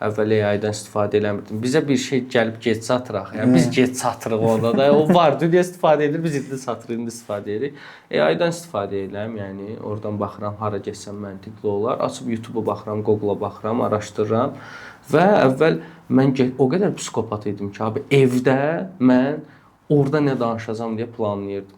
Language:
Azerbaijani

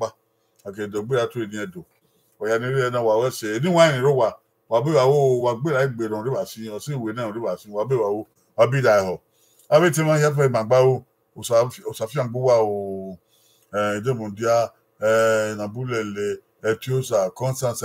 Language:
Bini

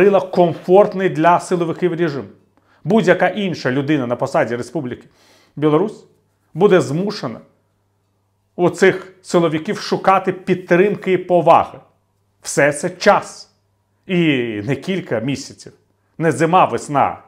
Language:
Ukrainian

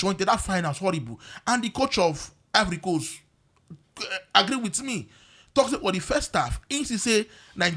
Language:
Nigerian Pidgin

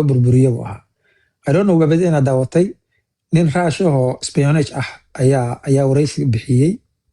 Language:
Somali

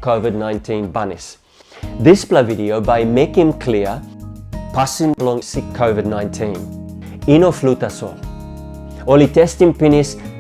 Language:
Tok Pisin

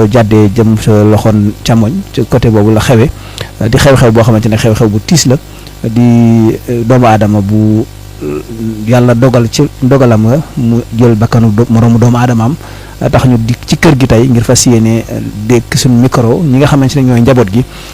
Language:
Wolof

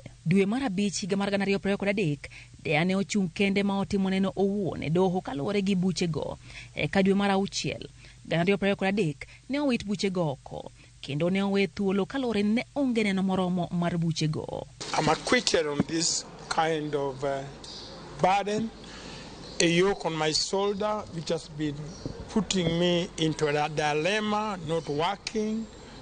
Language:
Luo (Kenya and Tanzania)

